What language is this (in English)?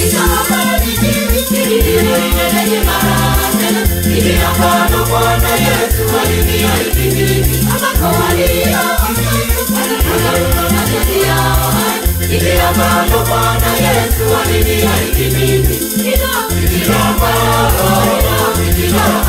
Swahili